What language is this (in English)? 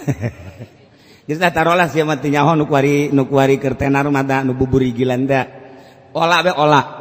Sundanese